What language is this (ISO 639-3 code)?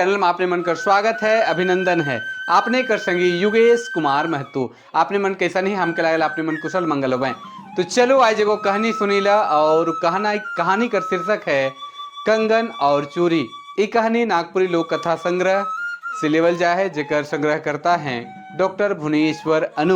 sck